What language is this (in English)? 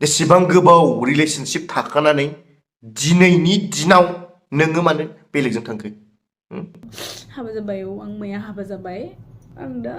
Bodo